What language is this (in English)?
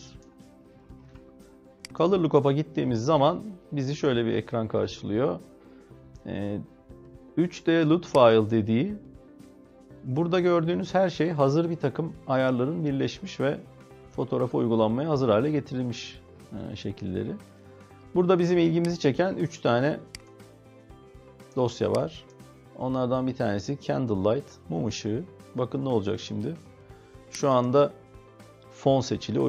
Turkish